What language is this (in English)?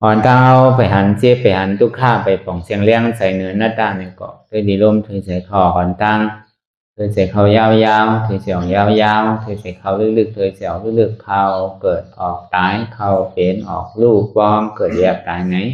Shan